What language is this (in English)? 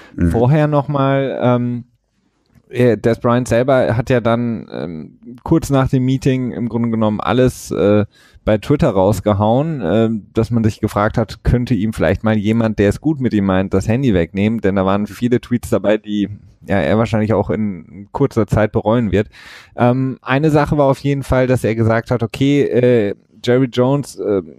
German